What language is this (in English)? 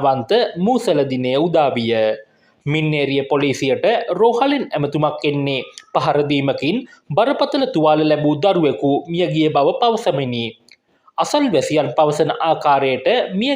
Sinhala